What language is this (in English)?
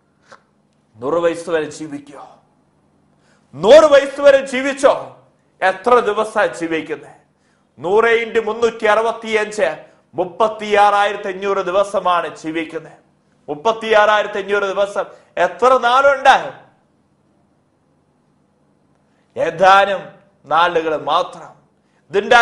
Malayalam